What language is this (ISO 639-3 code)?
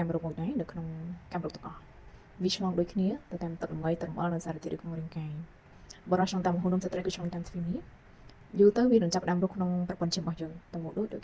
khm